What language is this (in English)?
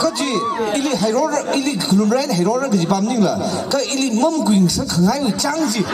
Tangkhul Naga (India)